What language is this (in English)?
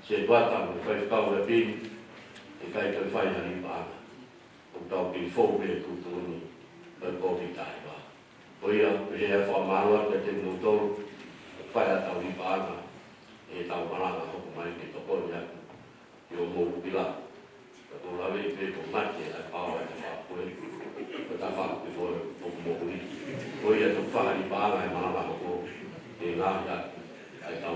Tongan